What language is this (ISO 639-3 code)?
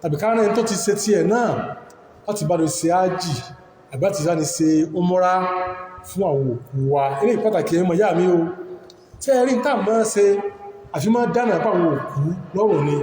yor